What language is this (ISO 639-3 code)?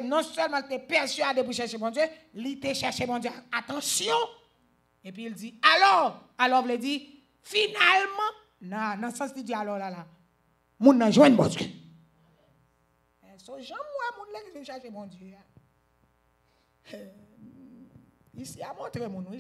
hat